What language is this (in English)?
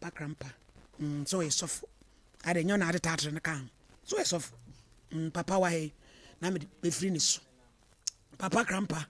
Akan